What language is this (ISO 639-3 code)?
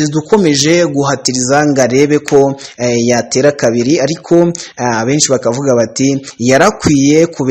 kin